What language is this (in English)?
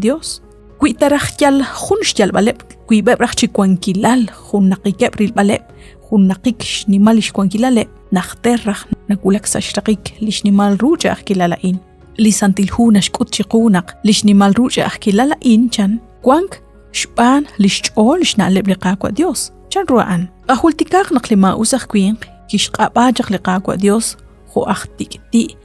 Kekchí